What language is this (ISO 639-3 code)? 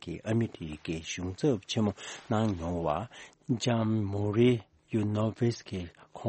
bod